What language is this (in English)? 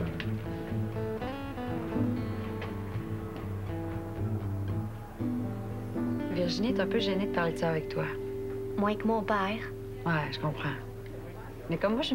French